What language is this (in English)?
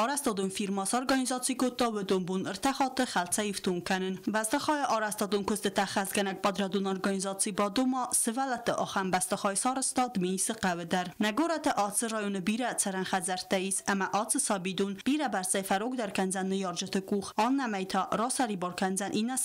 Ossetic